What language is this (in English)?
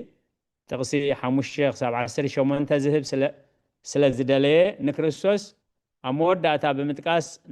Tigrinya